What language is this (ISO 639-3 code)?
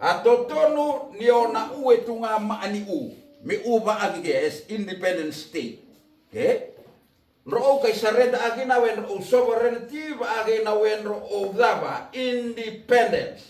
fij